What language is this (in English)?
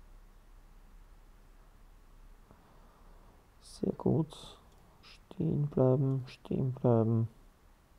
German